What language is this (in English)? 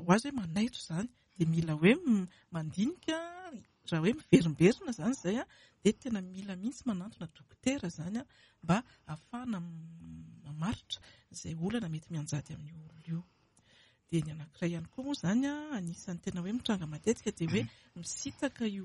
Malagasy